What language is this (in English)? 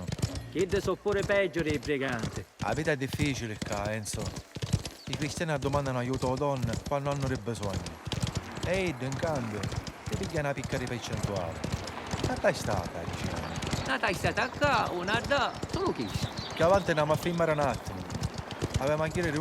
Sicilian